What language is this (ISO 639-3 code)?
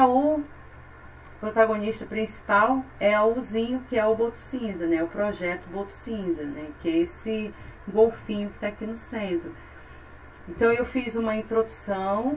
por